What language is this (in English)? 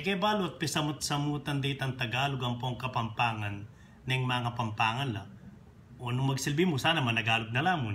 Pampanga